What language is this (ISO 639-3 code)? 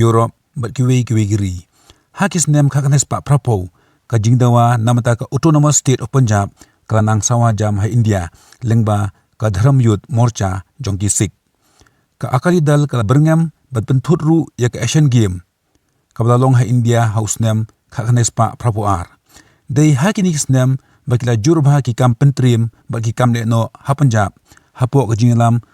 kha